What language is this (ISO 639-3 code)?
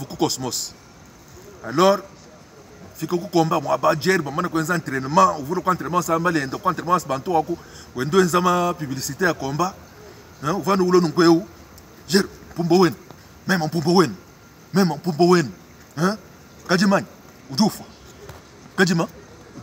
lua